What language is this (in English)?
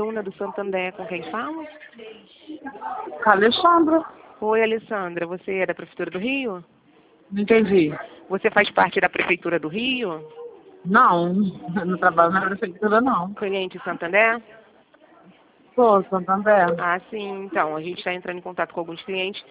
Portuguese